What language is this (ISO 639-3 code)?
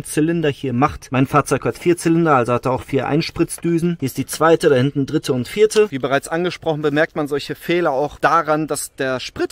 deu